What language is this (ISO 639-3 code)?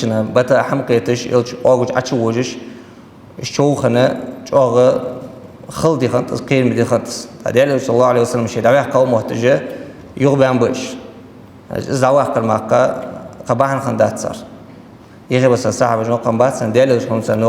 inh